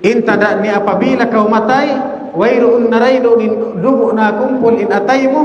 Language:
Tausug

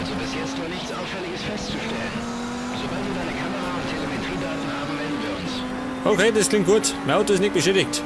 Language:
Bavarian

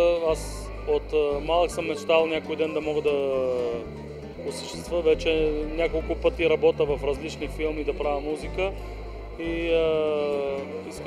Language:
Bulgarian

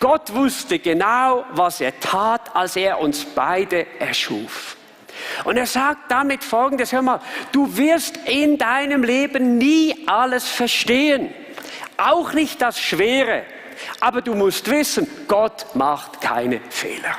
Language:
Swiss German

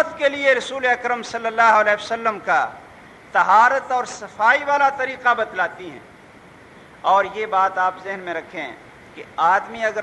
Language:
Urdu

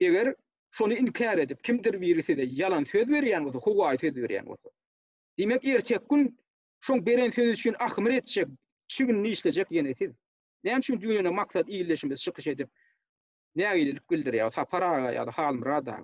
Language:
Turkmen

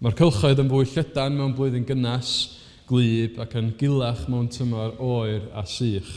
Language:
Welsh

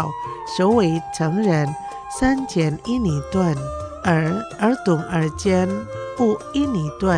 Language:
Chinese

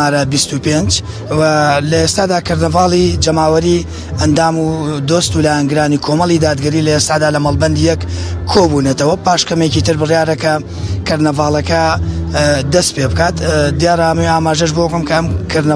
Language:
Central Kurdish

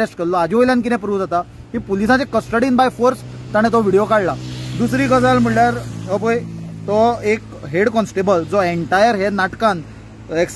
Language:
Konkani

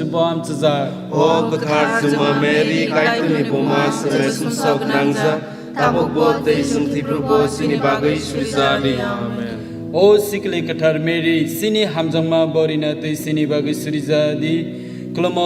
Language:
Kok Borok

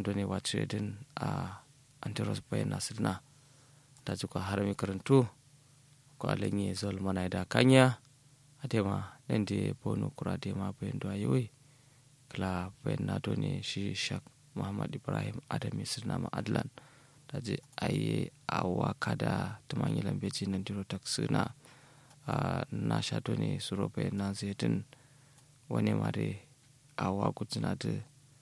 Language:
Kanuri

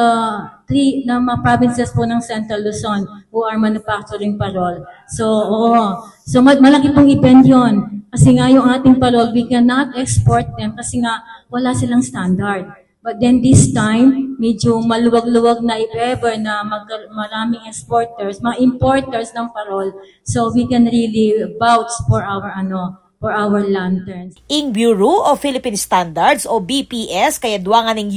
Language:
Pampanga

